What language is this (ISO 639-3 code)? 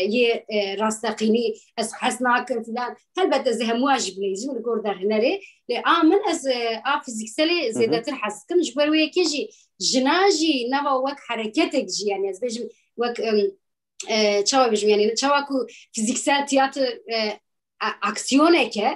kur